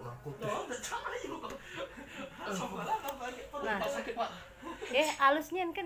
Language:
Musi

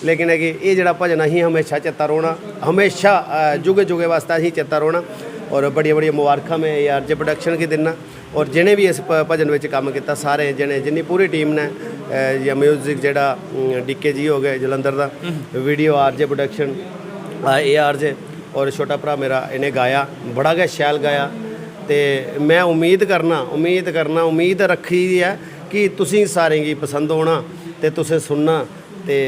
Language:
Dogri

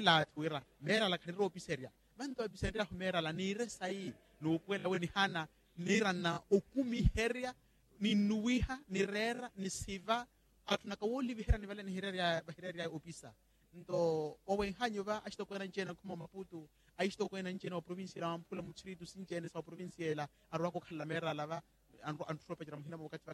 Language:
Makhuwa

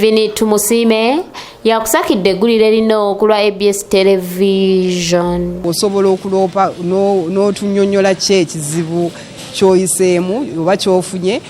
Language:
Ganda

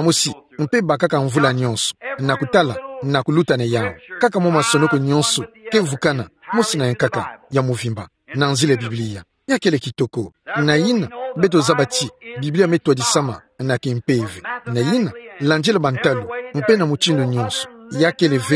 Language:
Kituba (Democratic Republic of Congo)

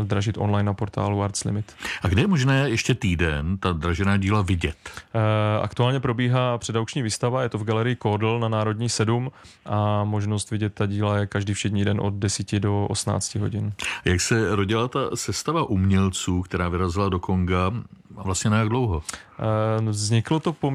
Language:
Czech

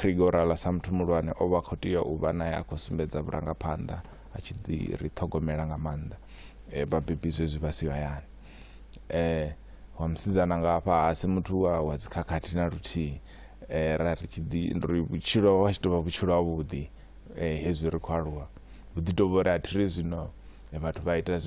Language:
Venda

